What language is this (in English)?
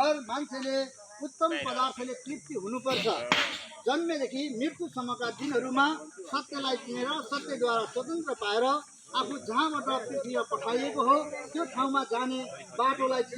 Nepali